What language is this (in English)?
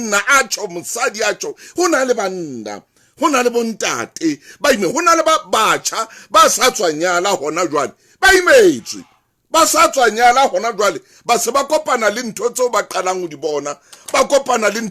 Southern Sotho